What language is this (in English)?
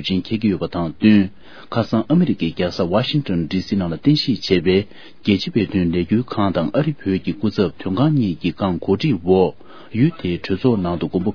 Tibetan